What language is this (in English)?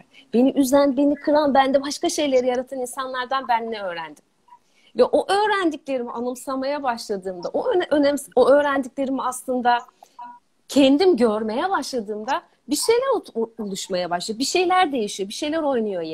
Turkish